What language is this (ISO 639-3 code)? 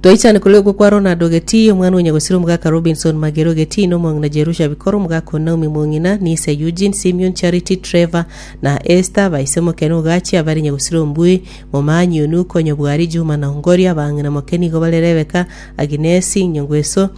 guz